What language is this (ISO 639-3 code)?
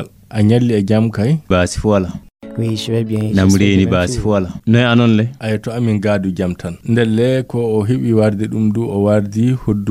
ful